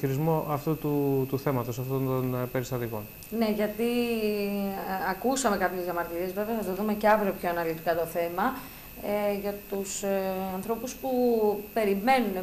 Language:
Greek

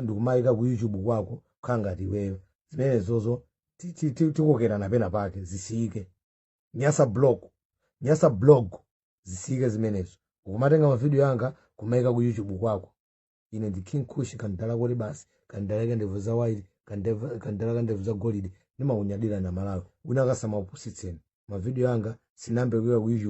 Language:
Nyanja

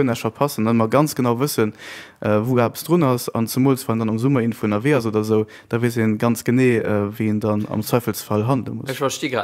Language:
Luxembourgish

